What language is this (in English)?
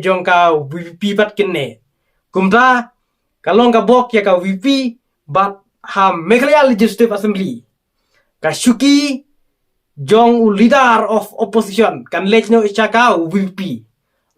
Khasi